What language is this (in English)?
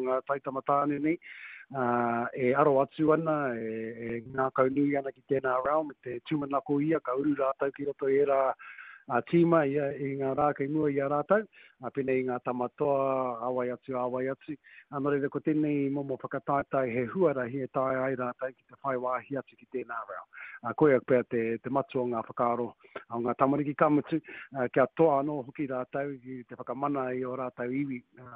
Māori